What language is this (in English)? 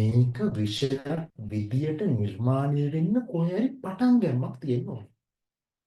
Sinhala